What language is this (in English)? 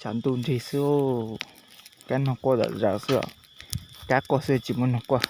Hmong